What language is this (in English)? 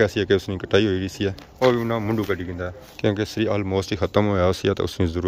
Pahari-Potwari